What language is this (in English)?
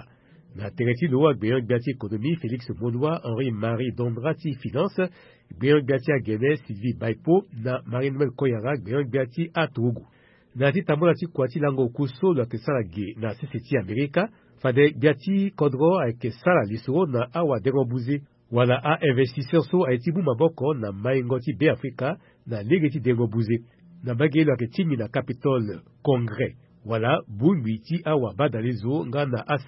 Sango